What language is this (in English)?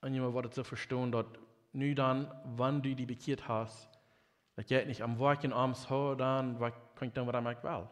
Plautdietsch